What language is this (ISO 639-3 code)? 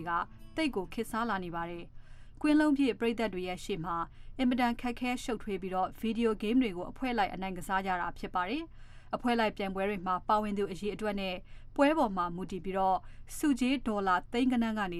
mya